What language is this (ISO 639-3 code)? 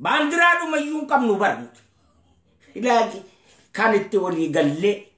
orm